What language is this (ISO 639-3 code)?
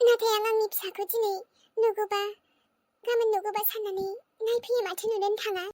brx